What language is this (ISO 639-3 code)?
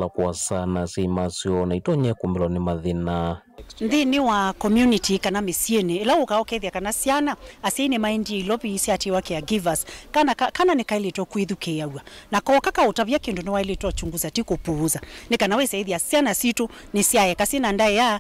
kam